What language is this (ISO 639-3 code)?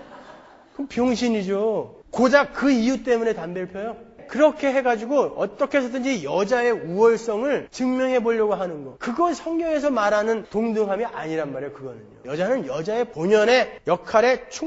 kor